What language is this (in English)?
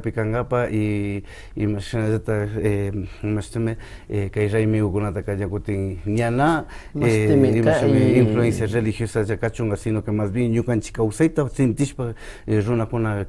Imbabura Highland Quichua